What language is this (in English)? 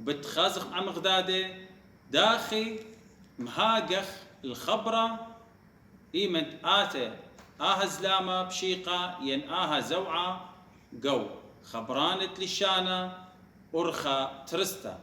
Assyrian Neo-Aramaic